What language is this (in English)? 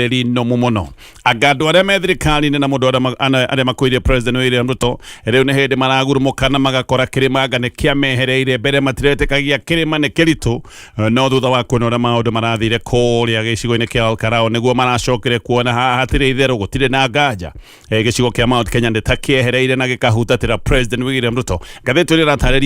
Kikuyu